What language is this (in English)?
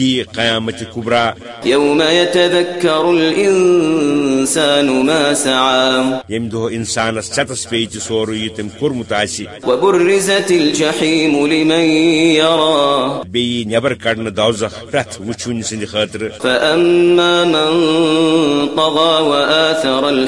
Kashmiri